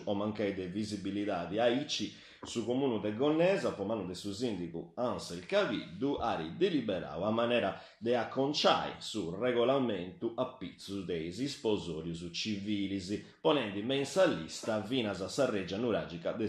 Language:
Sardinian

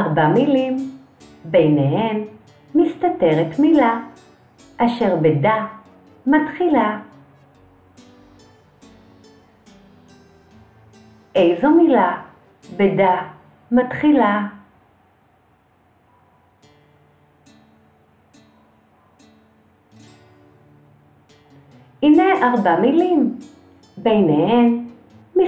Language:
Hebrew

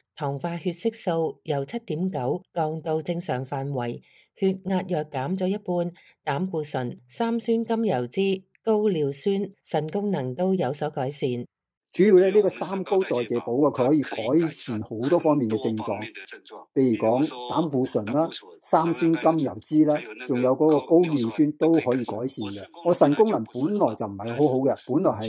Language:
Cantonese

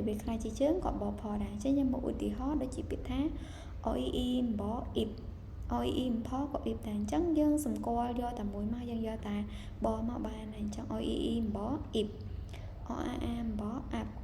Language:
Khmer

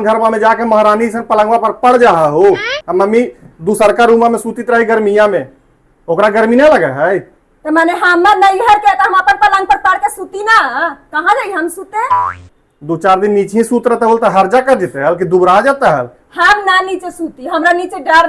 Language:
Magahi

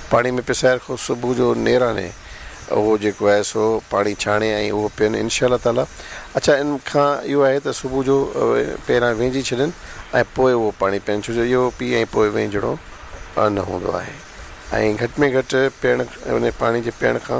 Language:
Sindhi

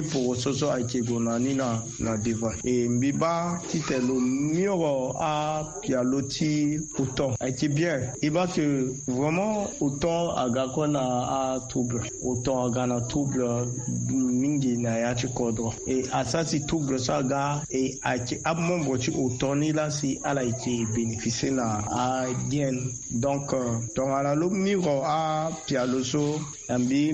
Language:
Sango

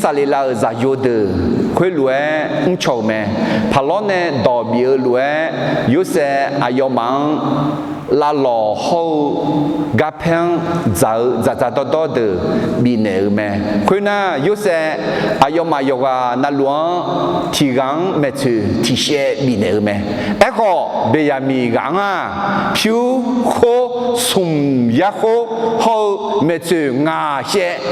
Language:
Akha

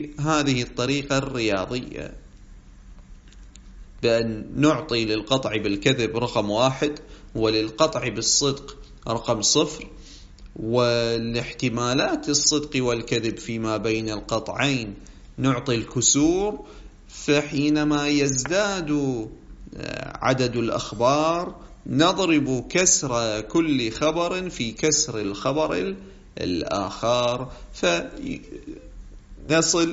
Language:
Arabic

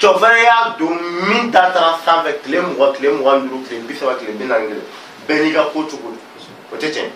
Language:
Bambara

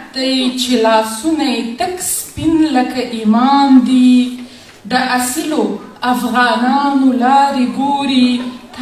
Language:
Pashto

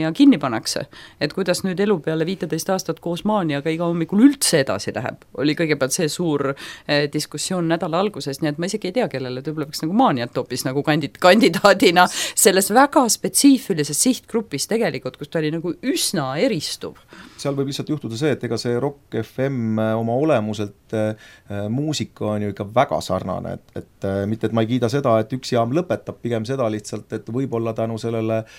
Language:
Estonian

